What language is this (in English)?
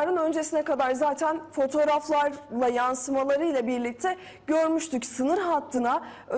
Turkish